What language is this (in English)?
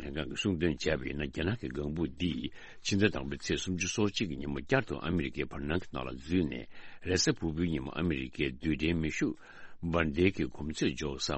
Tibetan